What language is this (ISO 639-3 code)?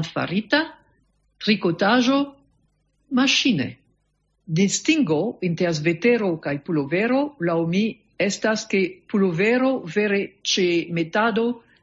epo